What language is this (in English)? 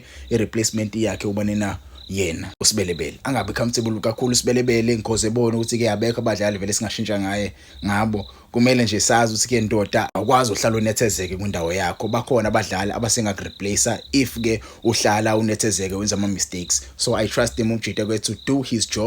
Zulu